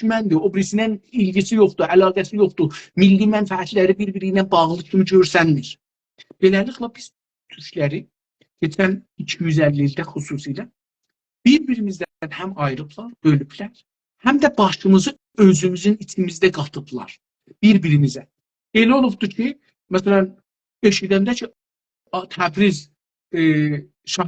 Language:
South Azerbaijani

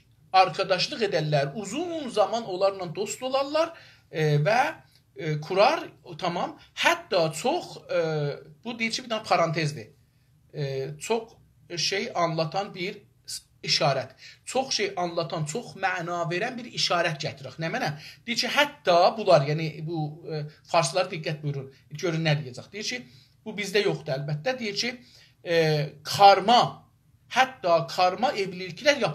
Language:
South Azerbaijani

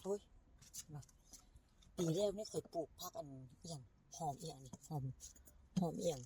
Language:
Northeastern Thai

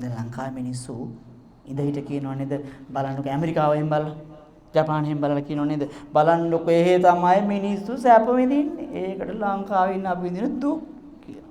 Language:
Sinhala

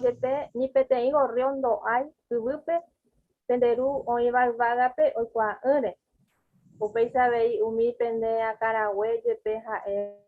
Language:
Guarani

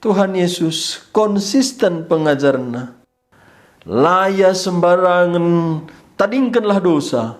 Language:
Batak Karo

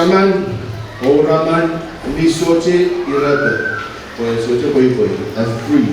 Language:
Pohnpeian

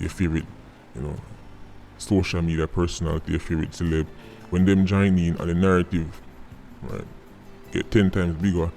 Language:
Jamaican Creole English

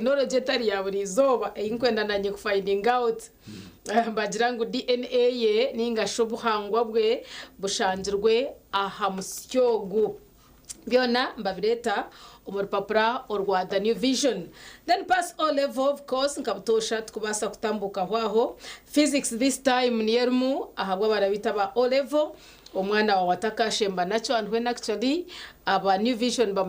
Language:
Nyankole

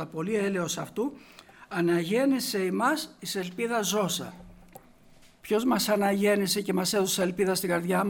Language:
Greek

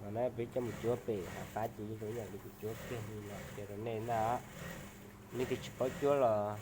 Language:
Hmong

